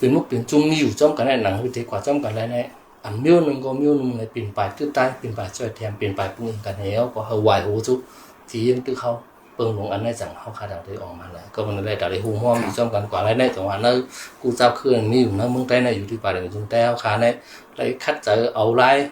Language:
Shan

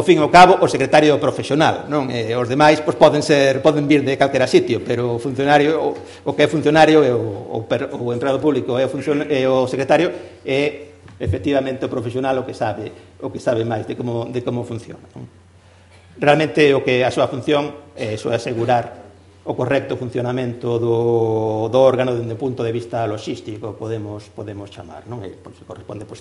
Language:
Galician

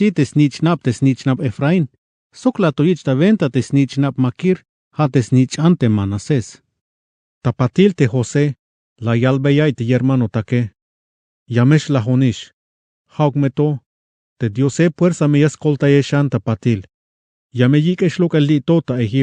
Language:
Tzeltal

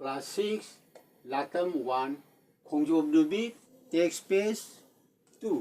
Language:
Manipuri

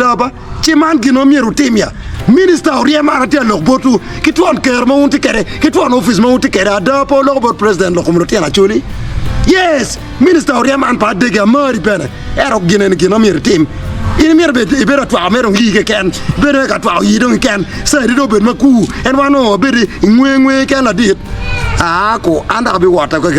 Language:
Acoli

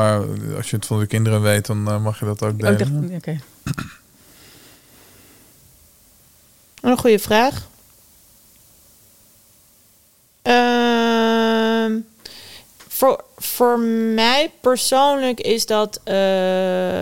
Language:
Dutch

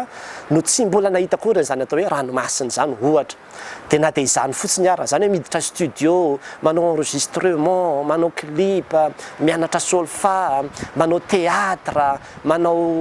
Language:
Malagasy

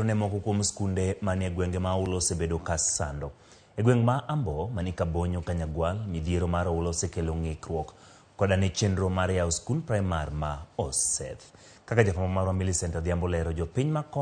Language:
Luo (Kenya and Tanzania)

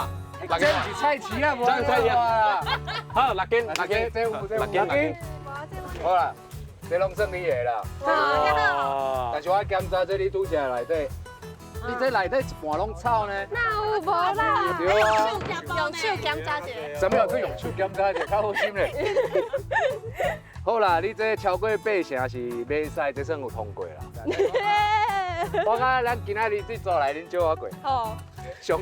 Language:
Min Nan Chinese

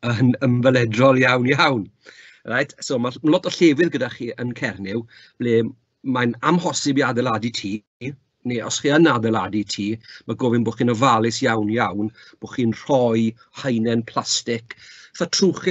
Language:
Welsh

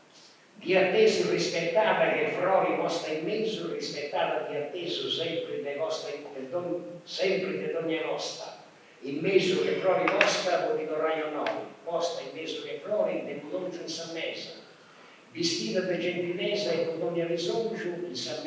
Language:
Sardinian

